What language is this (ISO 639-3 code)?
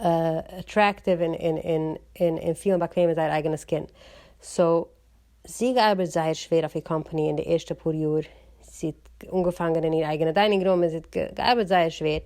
yid